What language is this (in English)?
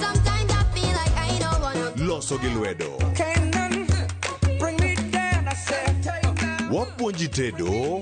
Luo (Kenya and Tanzania)